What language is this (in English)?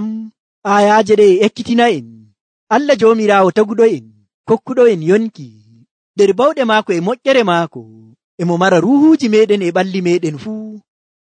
Nigerian Fulfulde